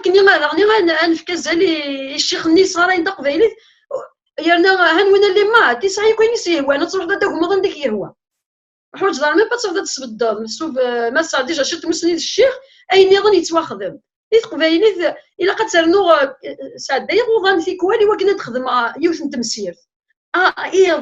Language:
Kabyle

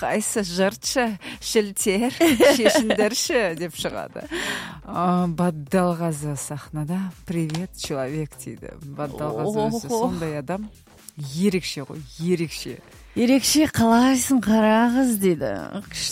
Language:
Kazakh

